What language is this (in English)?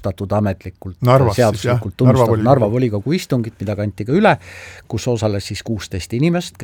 Estonian